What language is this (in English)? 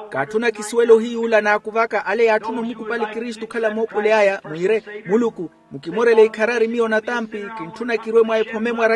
Makhuwa